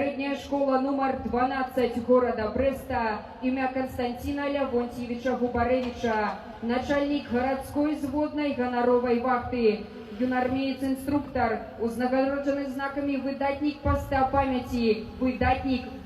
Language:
Belarusian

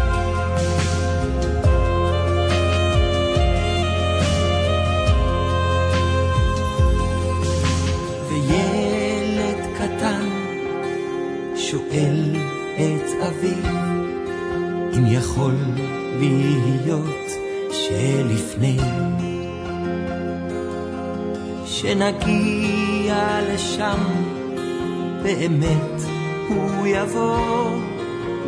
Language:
Hebrew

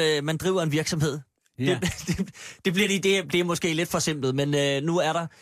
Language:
Danish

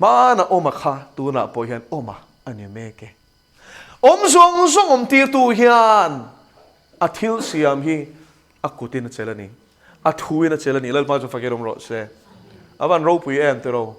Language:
Mizo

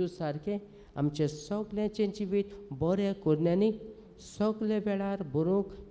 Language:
Konkani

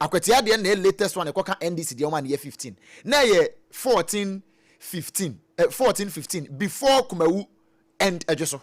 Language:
Akan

